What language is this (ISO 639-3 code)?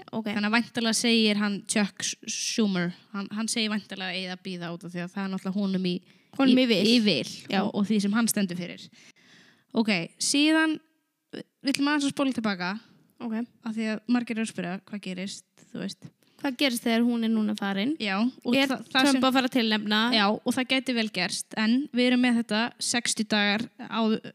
isl